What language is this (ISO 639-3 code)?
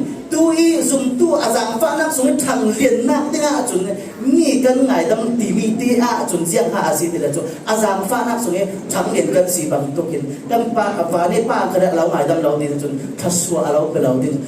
cfm